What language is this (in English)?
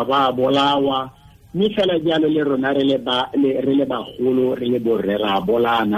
Tswana